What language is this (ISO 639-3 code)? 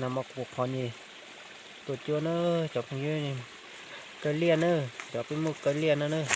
hmn